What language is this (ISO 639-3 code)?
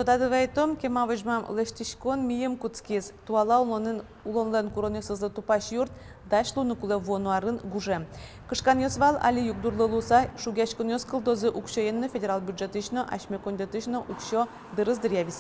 udm